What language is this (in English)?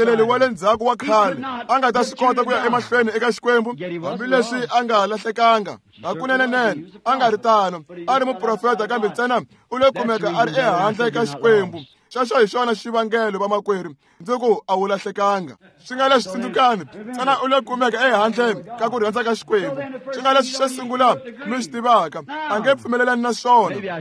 Tsonga